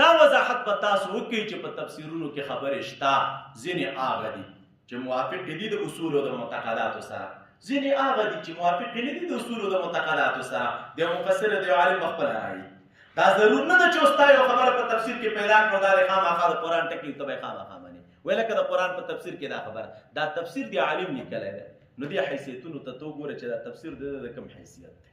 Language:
Pashto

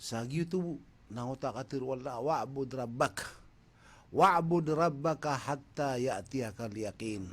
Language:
Maranao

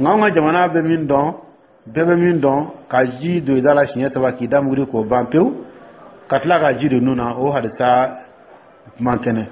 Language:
Dyula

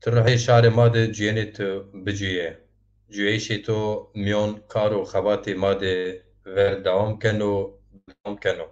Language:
Zaza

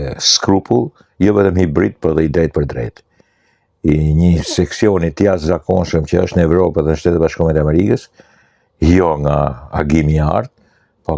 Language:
Albanian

